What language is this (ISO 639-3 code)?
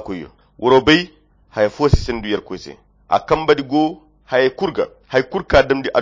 khq